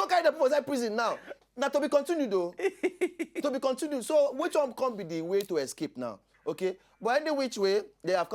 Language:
Nigerian Pidgin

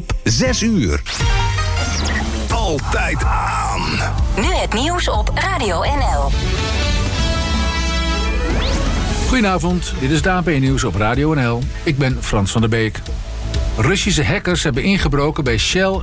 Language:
Dutch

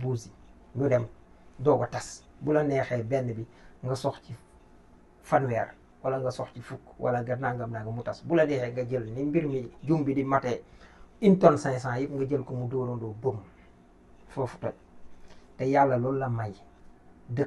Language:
Wolof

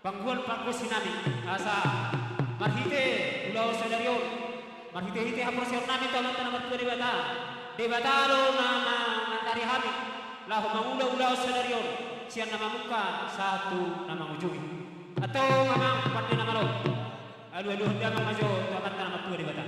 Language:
Batak Toba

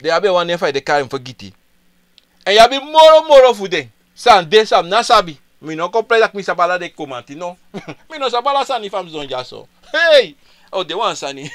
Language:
Sranan Tongo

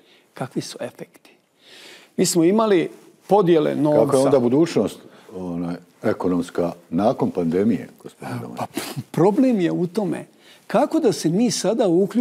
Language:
Bosnian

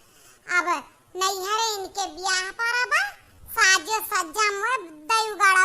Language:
Awadhi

